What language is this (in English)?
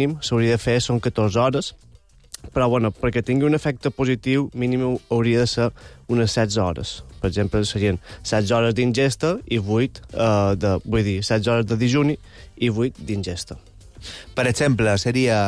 Catalan